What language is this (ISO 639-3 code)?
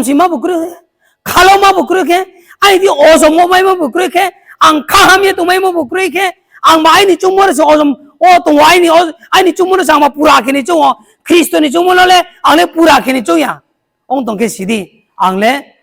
ria